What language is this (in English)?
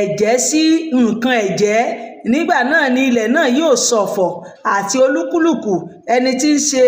Yoruba